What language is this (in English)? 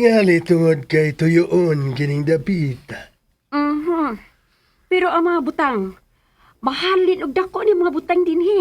Cebuano